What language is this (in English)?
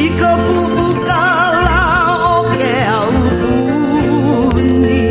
Hawaiian